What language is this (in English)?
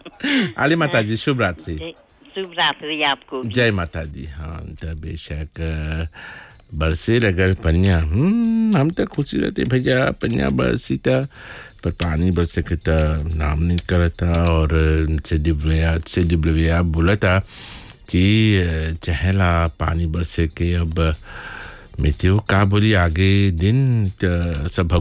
Bhojpuri